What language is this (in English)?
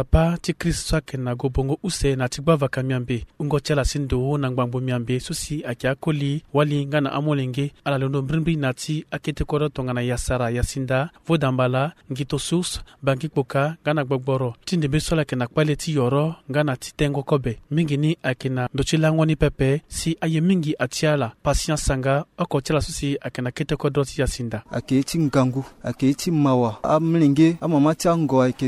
Sango